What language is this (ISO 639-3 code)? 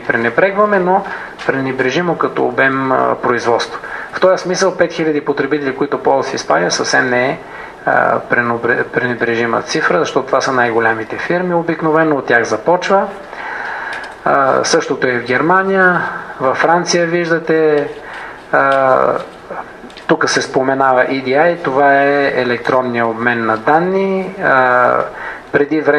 bul